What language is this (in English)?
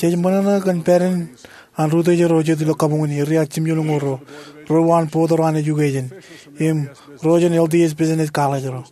Marshallese